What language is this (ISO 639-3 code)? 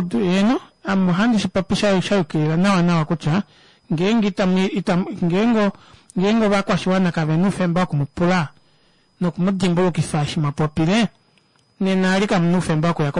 kua